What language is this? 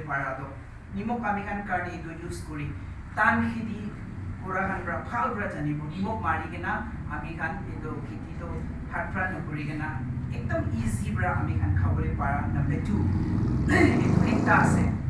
Naga Pidgin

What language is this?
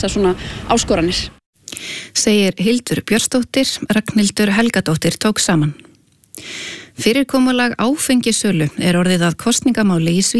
Icelandic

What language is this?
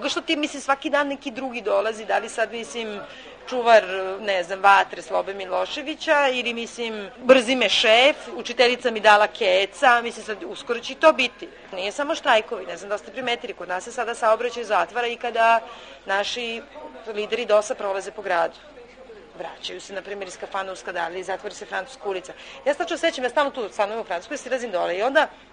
Serbian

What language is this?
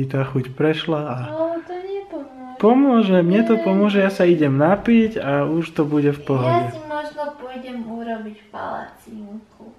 Slovak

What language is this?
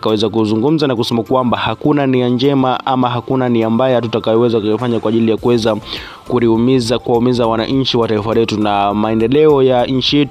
Swahili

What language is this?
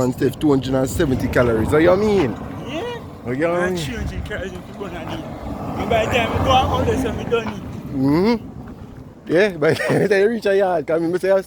Jamaican Creole English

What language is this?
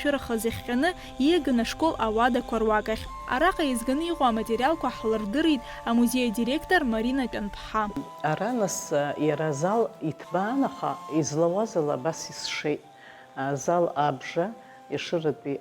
Abkhazian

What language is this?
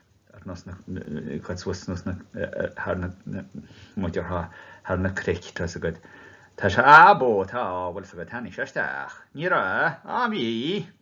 Irish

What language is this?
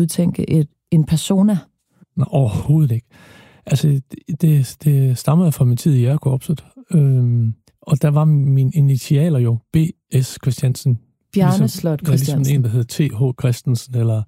Danish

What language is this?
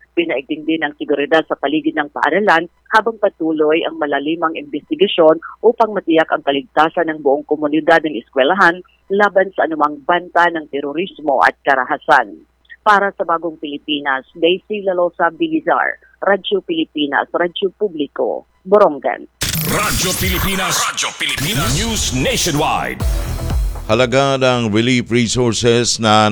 Filipino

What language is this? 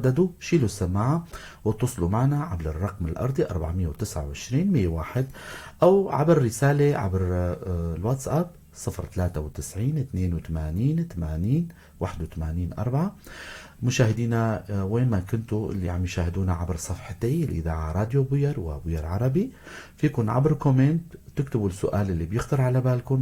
North Levantine Arabic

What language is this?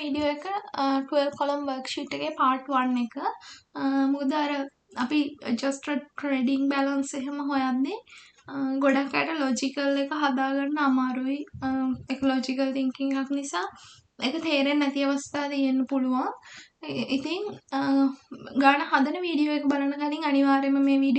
Sinhala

